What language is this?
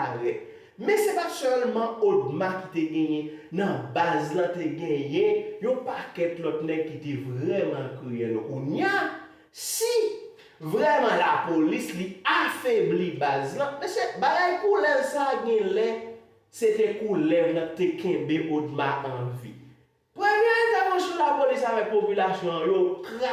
Haitian Creole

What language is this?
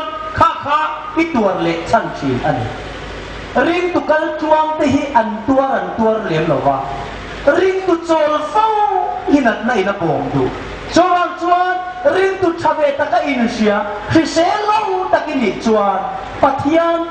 Hmar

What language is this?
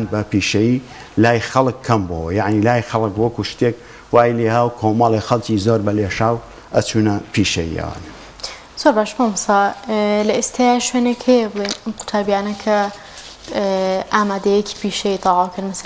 Central Kurdish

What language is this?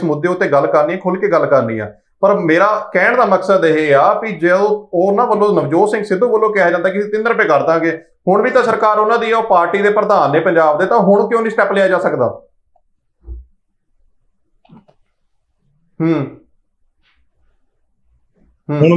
Punjabi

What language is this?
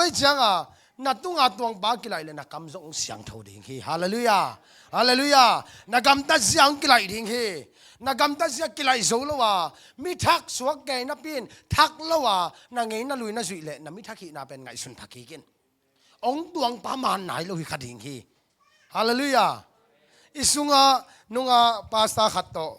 Tedim Chin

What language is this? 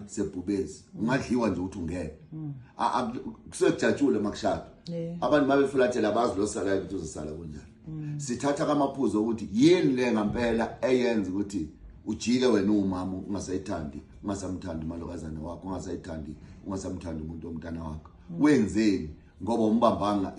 Zulu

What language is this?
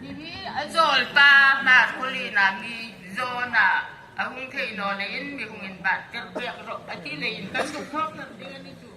Hmar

